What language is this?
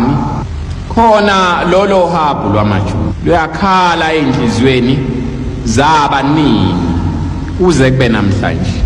Zulu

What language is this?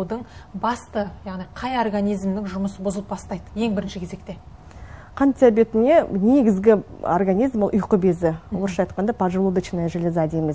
Kazakh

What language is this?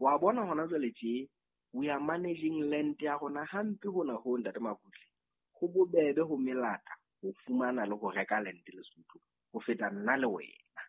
Southern Sotho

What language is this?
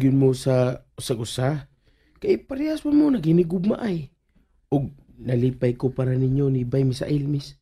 Cebuano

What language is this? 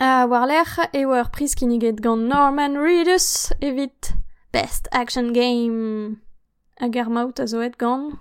Breton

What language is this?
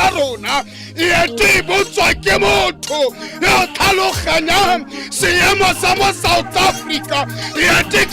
Tswana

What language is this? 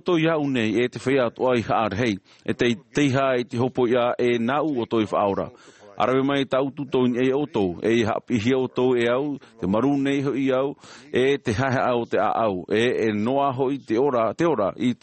Tahitian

